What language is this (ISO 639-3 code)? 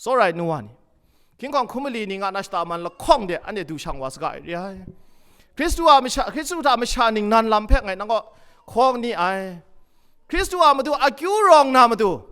kac